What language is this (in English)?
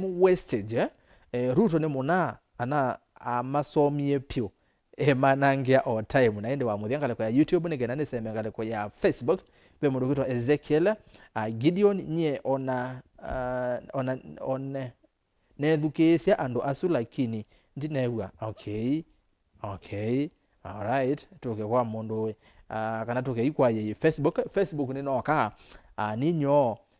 Kamba